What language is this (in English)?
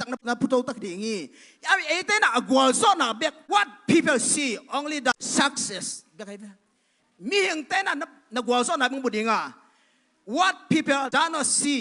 Tedim Chin